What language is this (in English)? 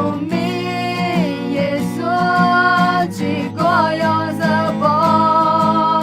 Akha